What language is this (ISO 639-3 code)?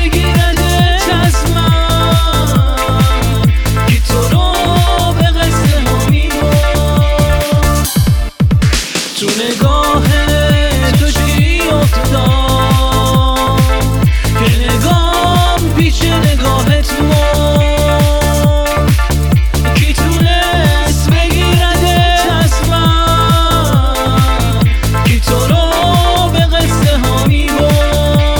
fas